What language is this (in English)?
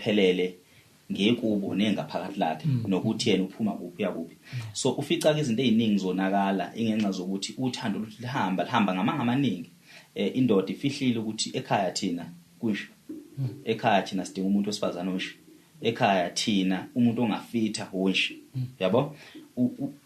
Zulu